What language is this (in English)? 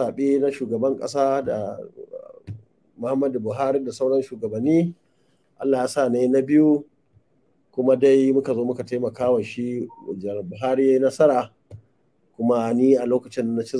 Hausa